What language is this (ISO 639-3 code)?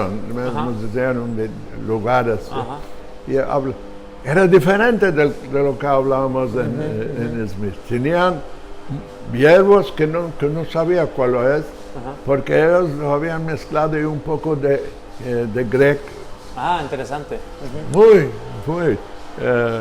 lad